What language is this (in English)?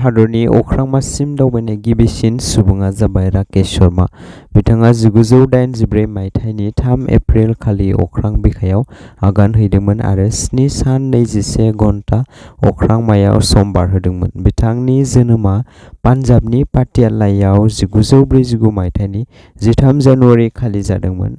Bodo